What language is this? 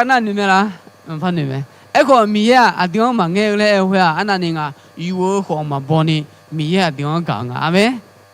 Akha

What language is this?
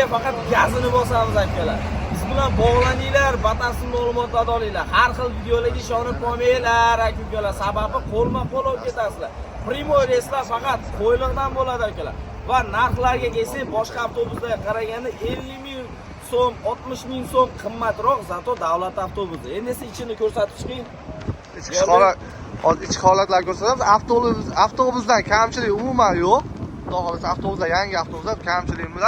Uzbek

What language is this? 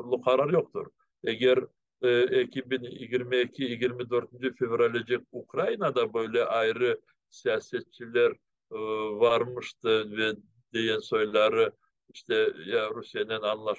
Crimean Tatar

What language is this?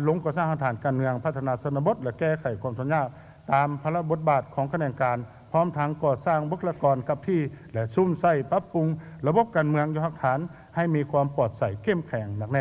Lao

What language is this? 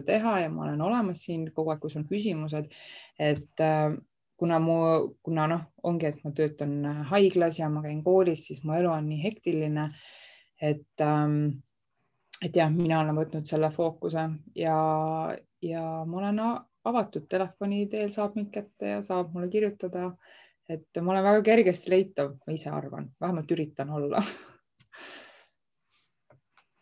Estonian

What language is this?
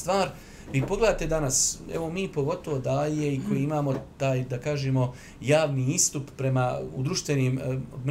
Bosnian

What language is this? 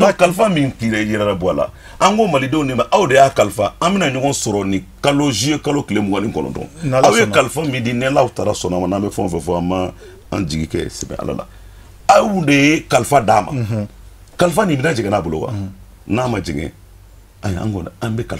Bambara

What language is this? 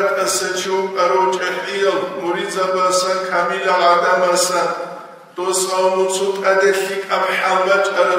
Avaric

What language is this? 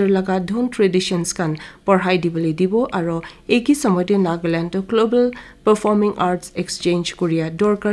Naga Pidgin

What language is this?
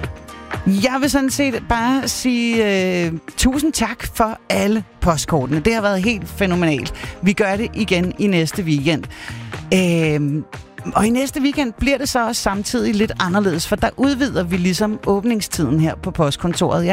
Danish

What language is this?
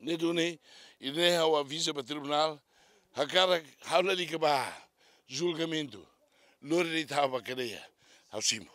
Tetum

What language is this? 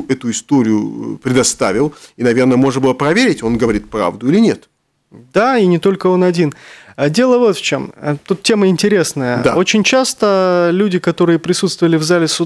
Russian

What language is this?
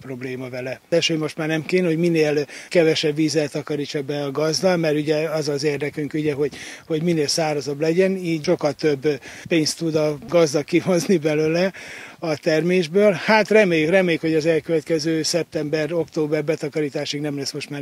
Hungarian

